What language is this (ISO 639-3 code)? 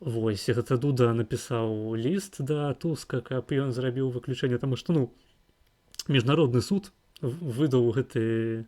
bel